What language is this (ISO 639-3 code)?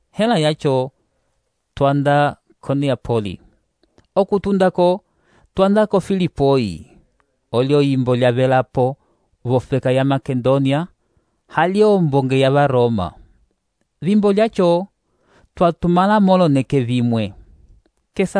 umb